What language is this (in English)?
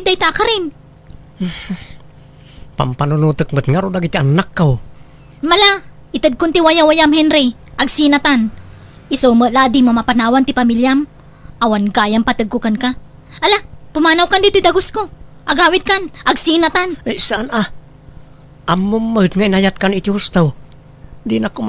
Iloko